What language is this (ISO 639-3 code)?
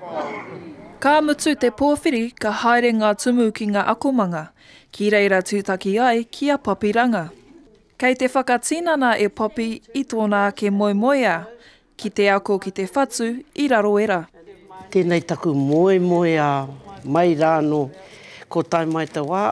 mri